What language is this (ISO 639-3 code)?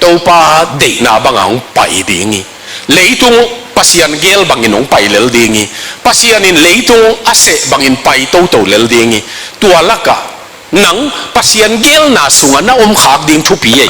ctd